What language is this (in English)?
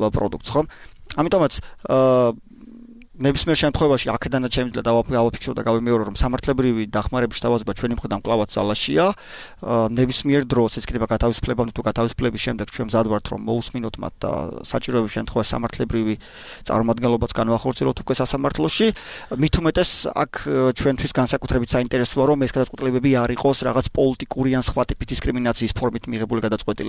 Georgian